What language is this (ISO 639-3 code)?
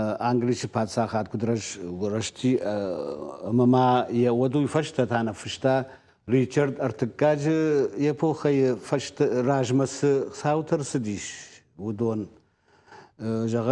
oss